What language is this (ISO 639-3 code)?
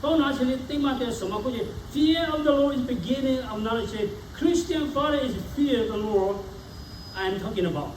lhu